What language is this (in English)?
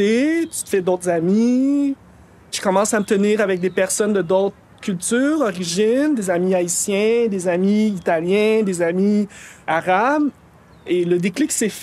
French